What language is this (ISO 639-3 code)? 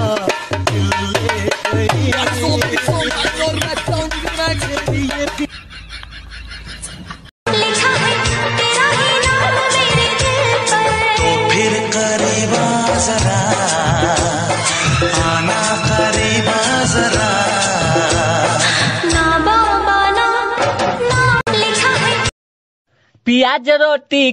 bho